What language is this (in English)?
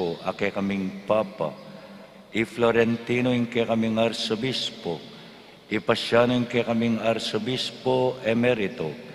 Pampanga